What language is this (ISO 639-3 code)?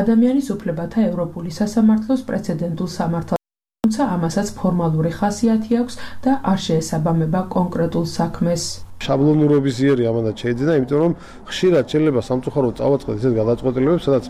kat